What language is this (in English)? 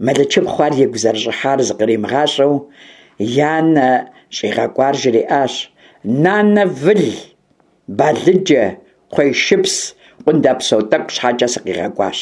Kabardian